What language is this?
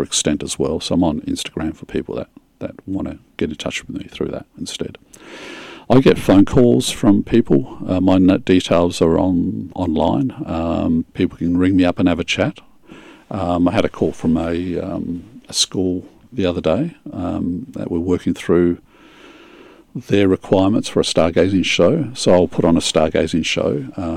English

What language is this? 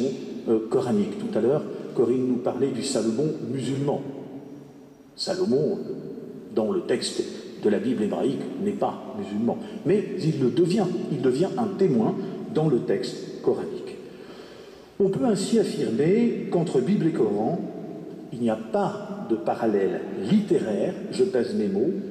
French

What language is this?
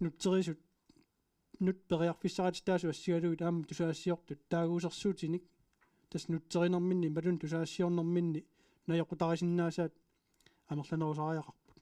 Kalaallisut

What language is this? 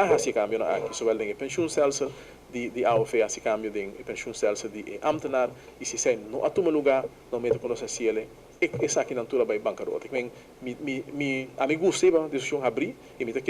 Papiamento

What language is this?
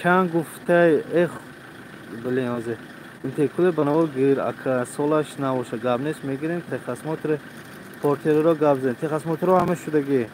Tajik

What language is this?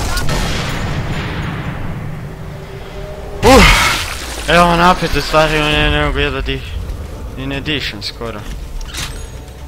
Croatian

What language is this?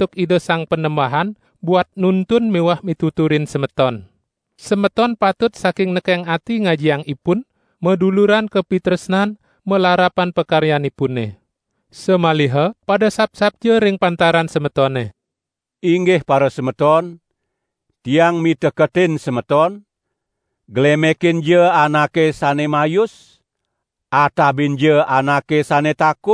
Balinese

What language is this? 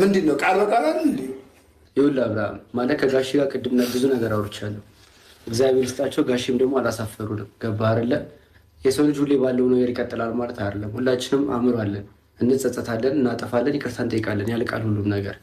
Amharic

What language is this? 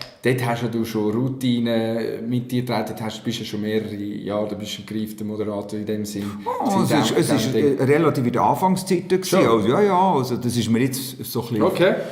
Swiss German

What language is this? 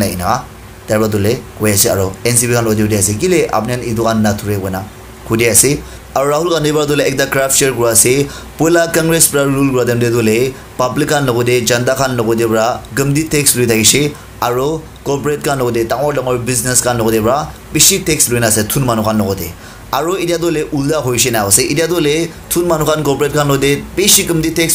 Naga Pidgin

